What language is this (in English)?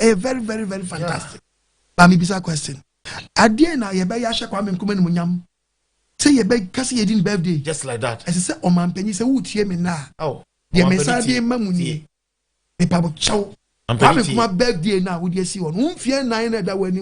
Akan